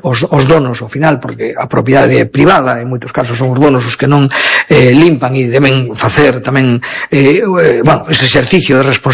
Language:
Galician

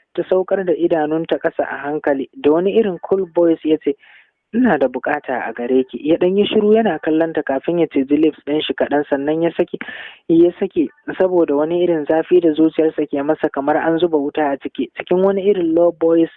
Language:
Hausa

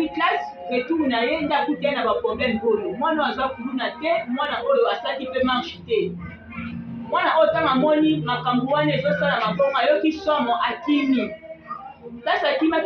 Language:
Lingala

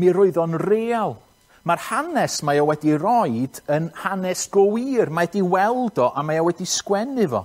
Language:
Welsh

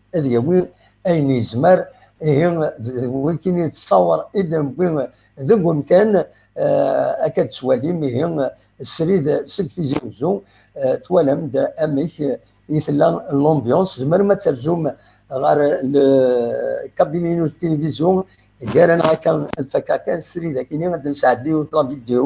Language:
Kabyle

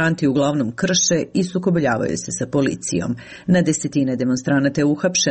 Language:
Serbian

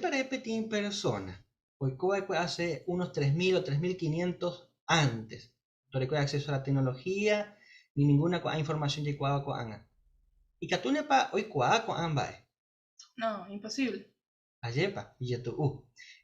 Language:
Guarani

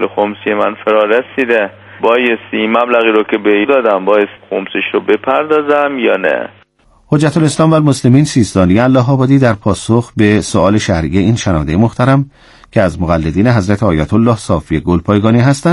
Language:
Persian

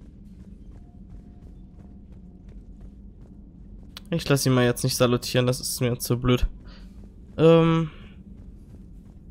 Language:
German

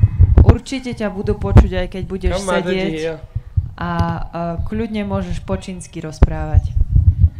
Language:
Slovak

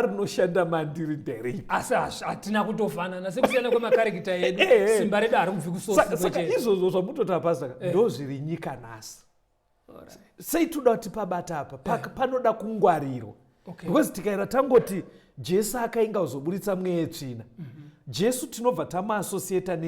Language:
Shona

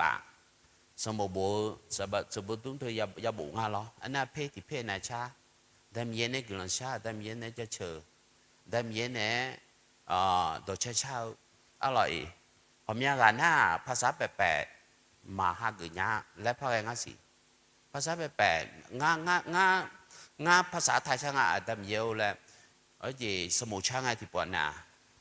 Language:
Akha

